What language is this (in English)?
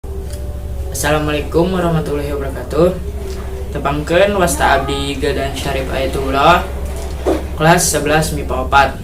Sundanese